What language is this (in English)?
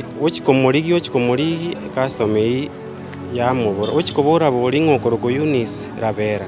Gusii